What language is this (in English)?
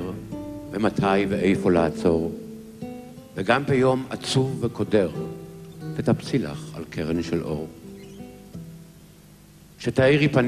Hebrew